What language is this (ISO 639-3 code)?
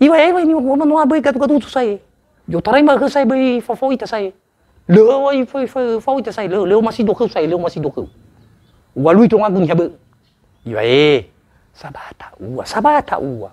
nia